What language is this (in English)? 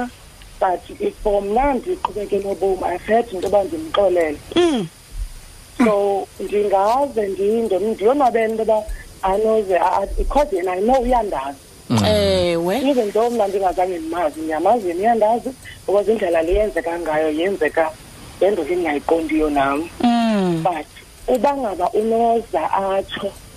Xhosa